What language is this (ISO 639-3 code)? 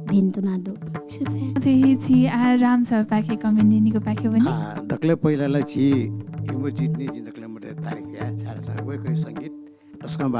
new